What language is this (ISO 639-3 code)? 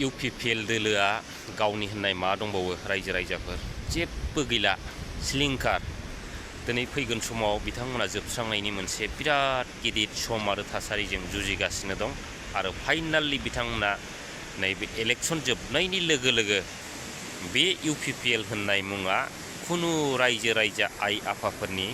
brx